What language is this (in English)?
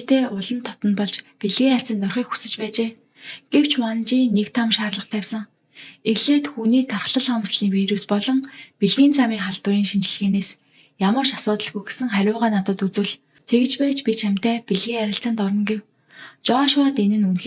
Mongolian